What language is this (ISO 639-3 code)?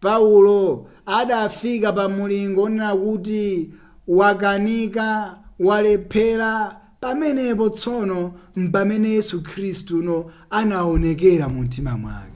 nya